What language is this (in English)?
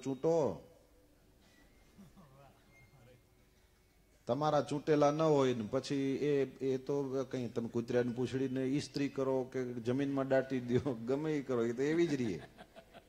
Gujarati